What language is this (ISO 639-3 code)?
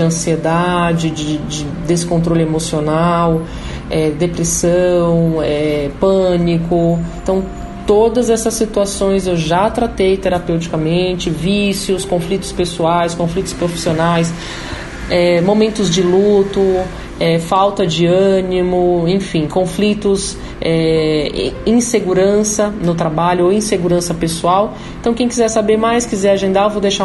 por